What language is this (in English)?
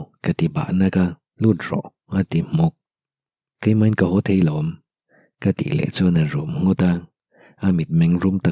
Mizo